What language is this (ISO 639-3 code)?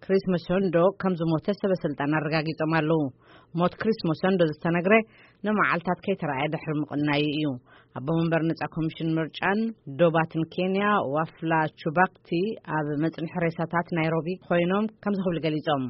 tir